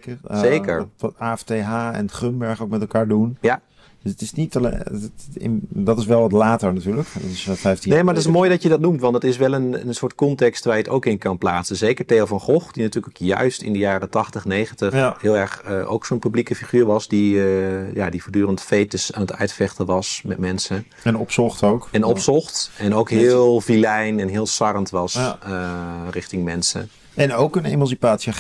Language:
Dutch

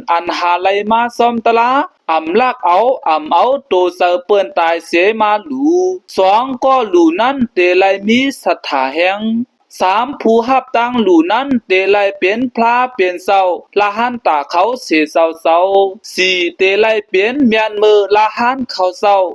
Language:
Shan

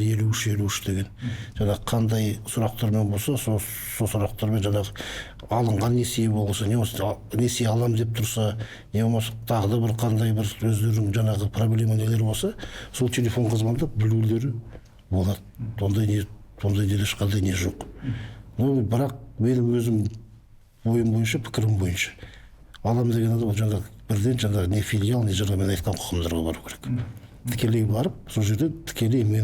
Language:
Kazakh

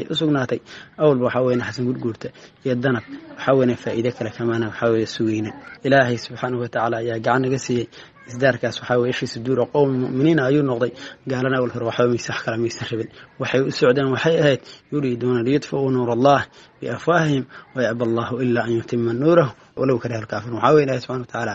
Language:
Somali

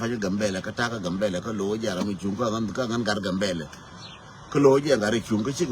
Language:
Nuer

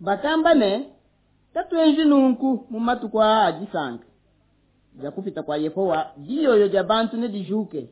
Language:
Luba-Lulua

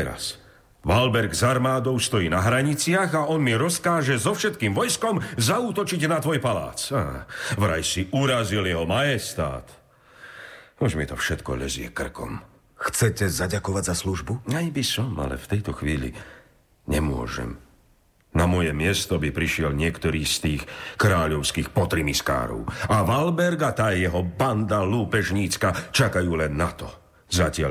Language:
Slovak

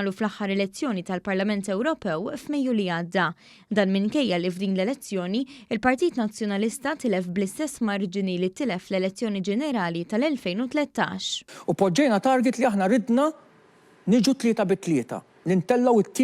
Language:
Maltese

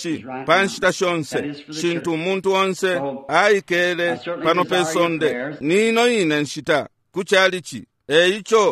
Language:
Bemba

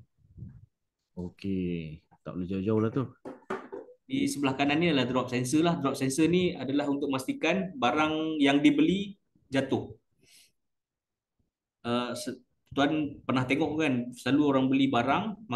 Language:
Malay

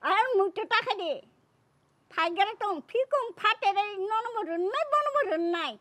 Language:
Kok Borok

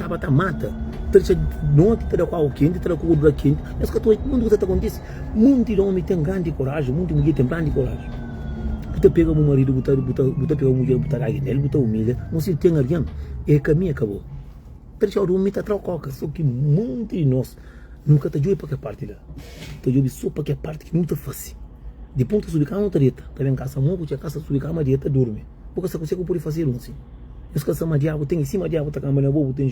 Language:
Kabuverdianu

